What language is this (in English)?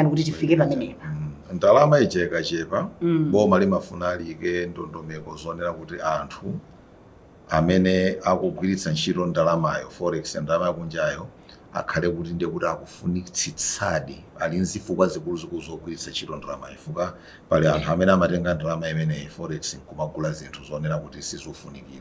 Nyanja